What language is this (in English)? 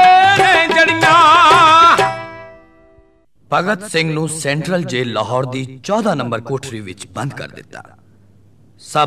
Punjabi